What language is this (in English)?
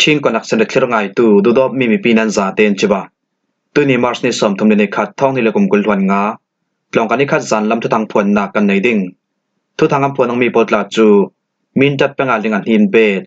Falam Chin